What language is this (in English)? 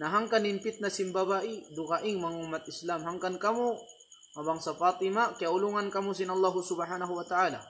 Tausug